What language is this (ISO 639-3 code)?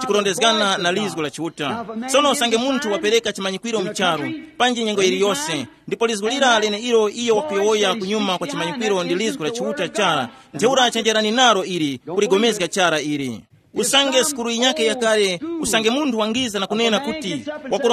tum